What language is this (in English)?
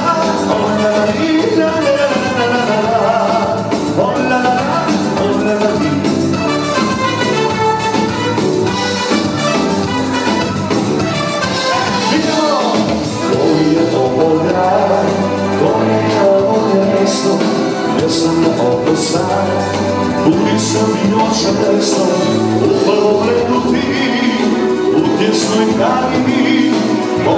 Croatian